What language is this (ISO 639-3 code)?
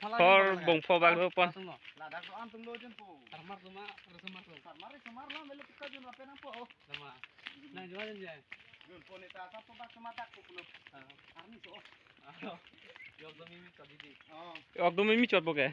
mjw